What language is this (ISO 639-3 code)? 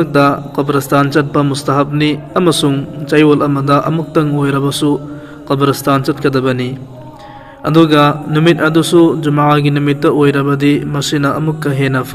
mni